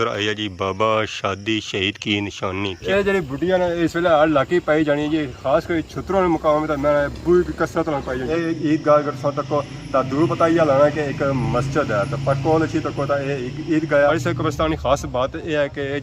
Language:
Pahari-Potwari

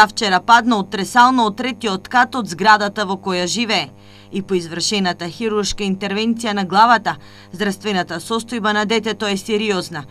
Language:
Macedonian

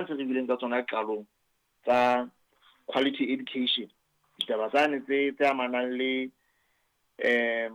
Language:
Southern Sotho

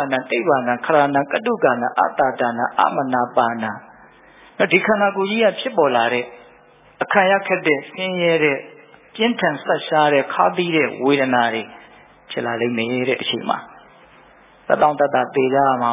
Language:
Burmese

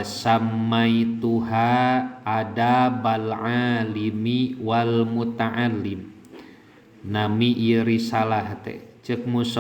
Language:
Sundanese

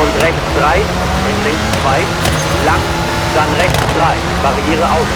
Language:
Bavarian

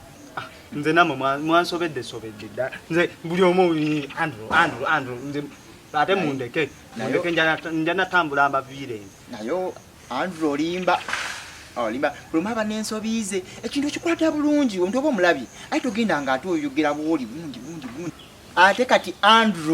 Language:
Ganda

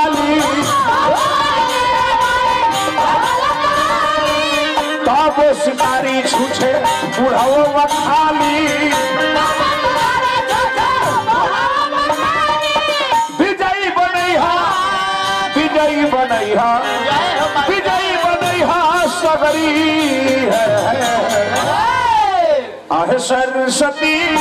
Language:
Bhojpuri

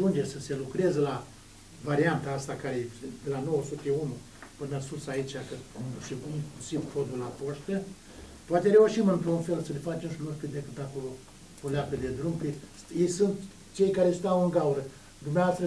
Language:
Romanian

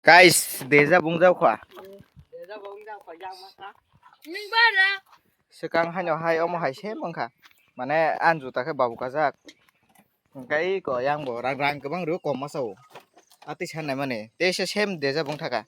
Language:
Kok Borok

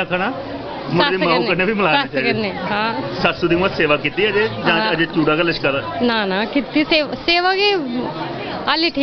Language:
Dogri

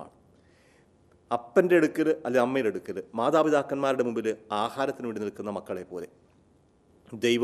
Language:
Malayalam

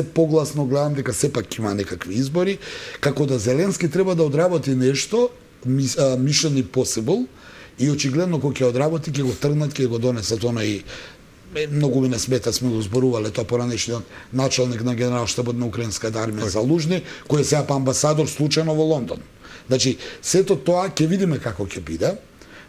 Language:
Macedonian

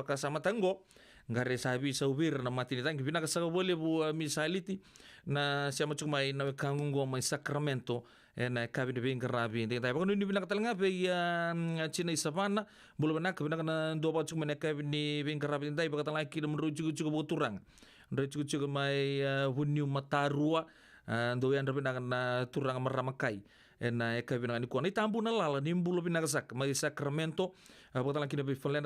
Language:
Fijian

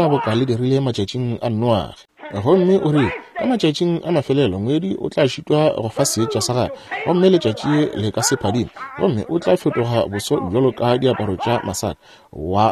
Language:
Northern Sotho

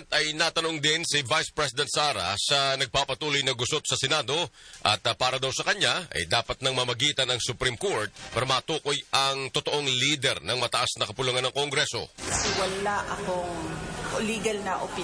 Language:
Filipino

